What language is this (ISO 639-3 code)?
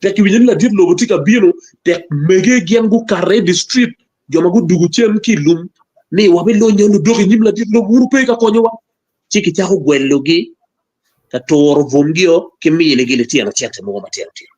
ach